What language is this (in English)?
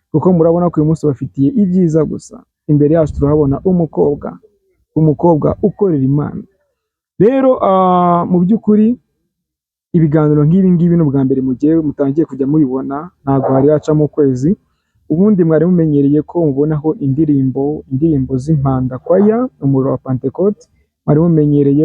Kinyarwanda